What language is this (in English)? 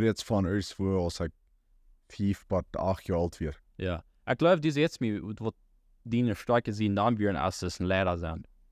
Plautdietsch